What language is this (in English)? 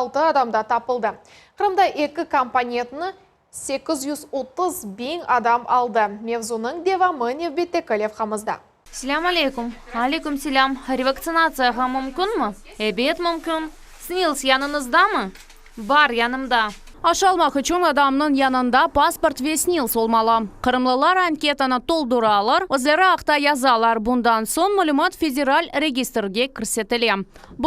Crimean Tatar